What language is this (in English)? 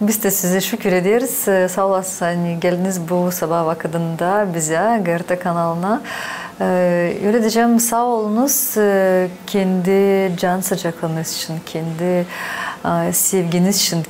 Gagauz